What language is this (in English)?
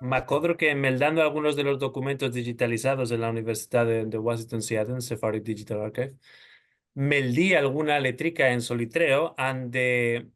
Ladino